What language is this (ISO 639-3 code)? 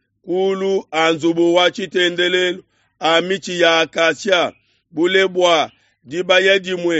lua